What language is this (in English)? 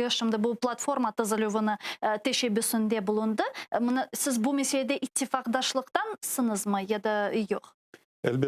Crimean Tatar